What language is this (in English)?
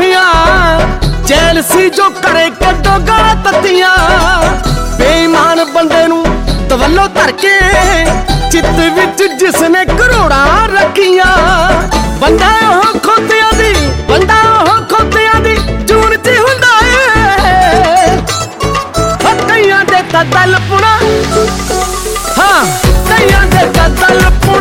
Punjabi